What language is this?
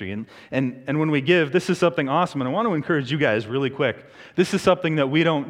English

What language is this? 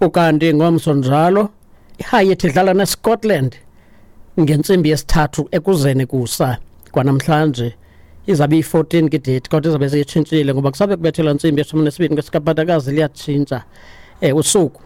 Xhosa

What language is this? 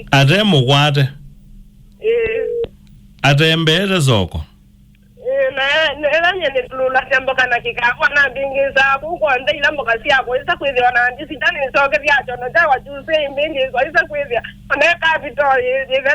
Kamba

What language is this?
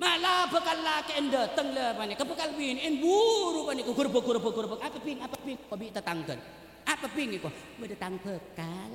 Madurese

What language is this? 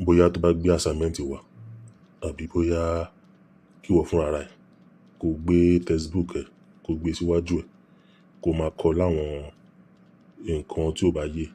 Yoruba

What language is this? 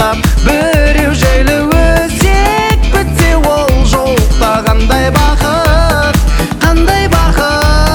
Kazakh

